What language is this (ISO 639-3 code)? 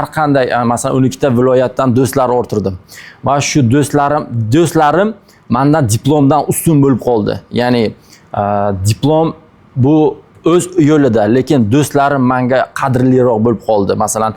uzb